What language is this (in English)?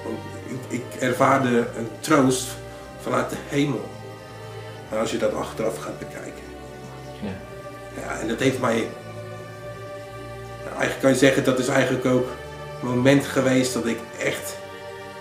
Dutch